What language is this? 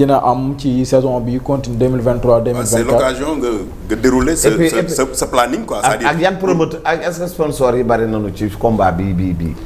Wolof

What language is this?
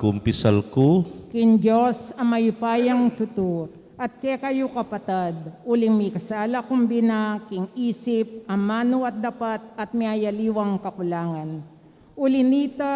Pampanga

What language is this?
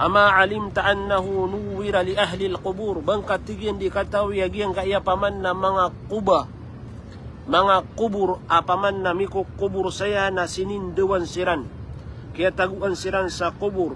Maranao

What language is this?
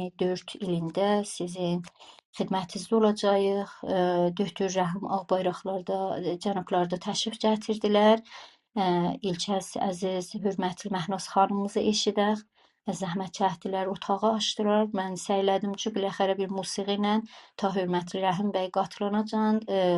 South Azerbaijani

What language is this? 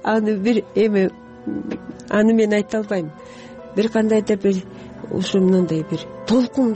Kyrgyz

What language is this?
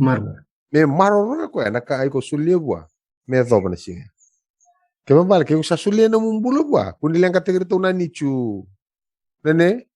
Fijian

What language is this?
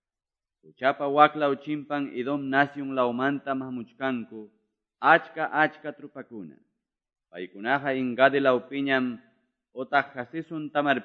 Quechua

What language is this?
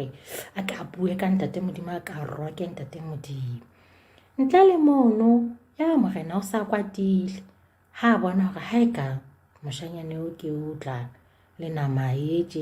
Southern Sotho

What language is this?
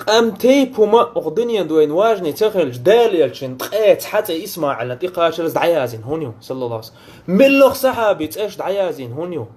Chechen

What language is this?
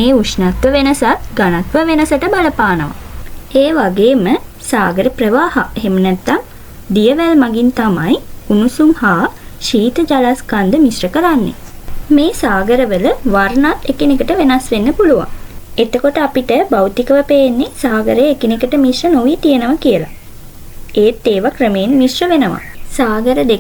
Sinhala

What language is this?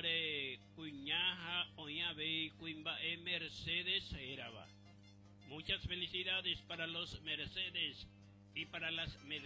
Guarani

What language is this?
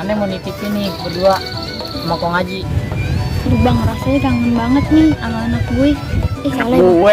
Betawi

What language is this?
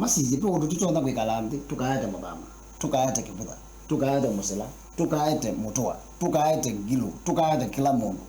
Kamba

